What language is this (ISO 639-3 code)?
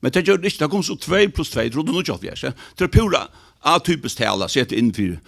fao